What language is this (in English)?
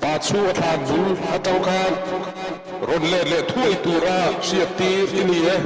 Mizo